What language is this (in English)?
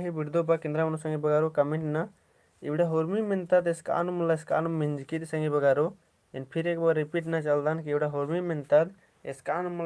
Kurukh